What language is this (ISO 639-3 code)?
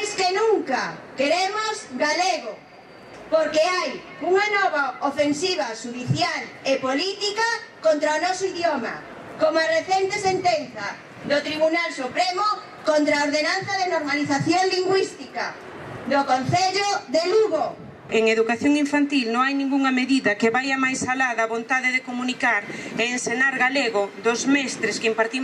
glg